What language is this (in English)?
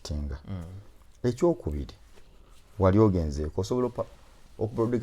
Ganda